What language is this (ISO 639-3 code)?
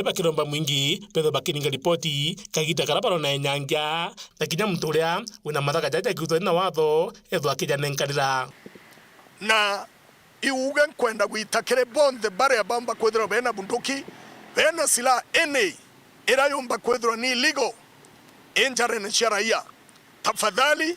mer